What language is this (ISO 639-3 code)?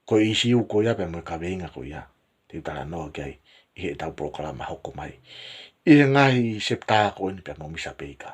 ton